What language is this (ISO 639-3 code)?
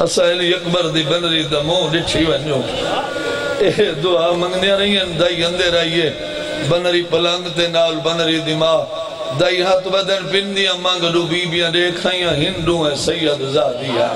skr